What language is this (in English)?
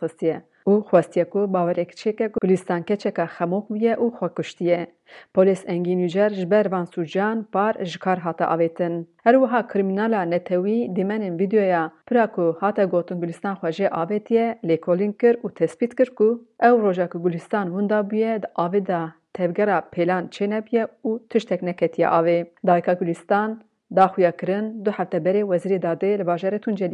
Kurdish